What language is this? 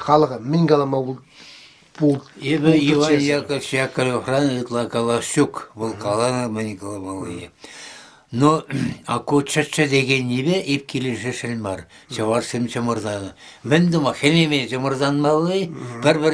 Chuvash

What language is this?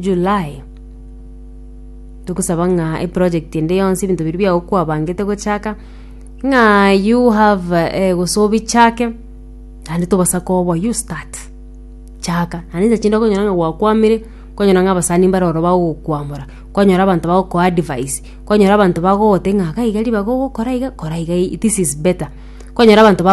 Gusii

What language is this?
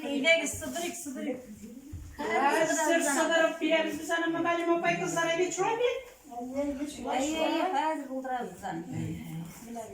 Tatar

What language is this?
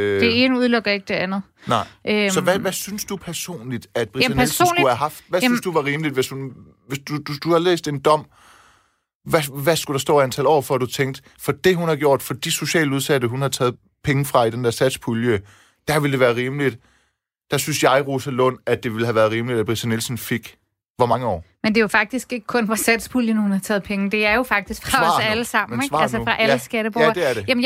Danish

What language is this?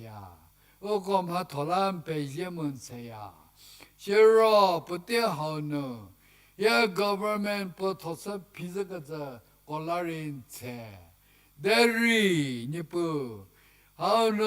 Angami Naga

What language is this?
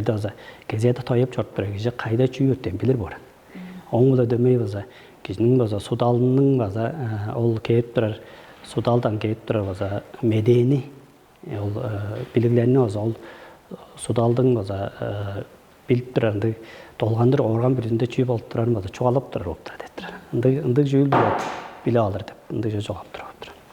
Tuvinian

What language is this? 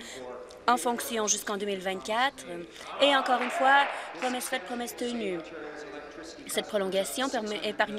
French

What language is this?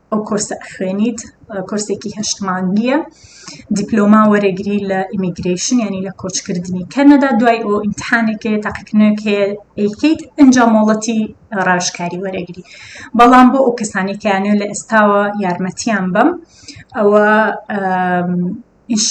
Central Kurdish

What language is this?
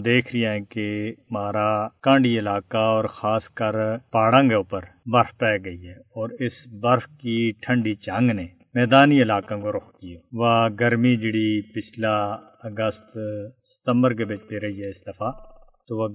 Gujari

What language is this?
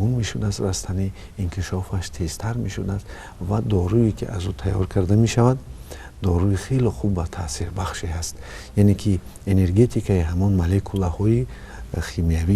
Tajik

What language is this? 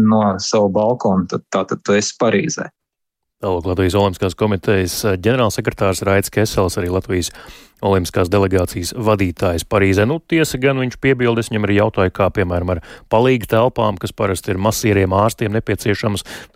Latvian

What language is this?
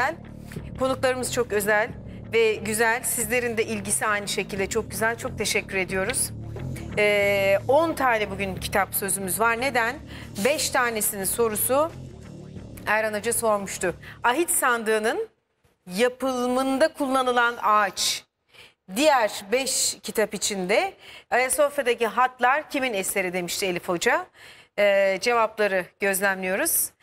Turkish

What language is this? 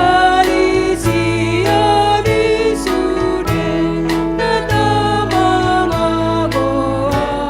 Batak Toba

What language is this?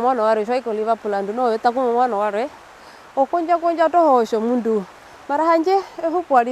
Herero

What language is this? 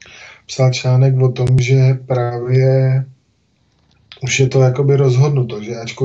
Czech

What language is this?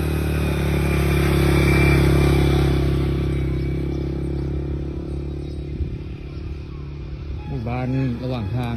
Lao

